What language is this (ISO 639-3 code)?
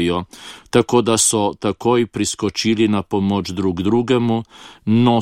slv